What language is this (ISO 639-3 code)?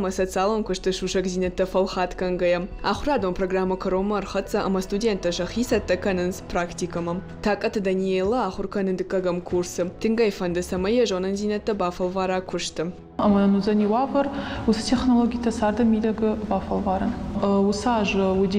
oss